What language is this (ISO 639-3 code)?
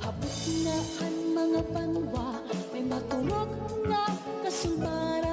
war